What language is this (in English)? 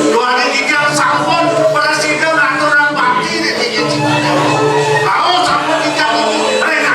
Balinese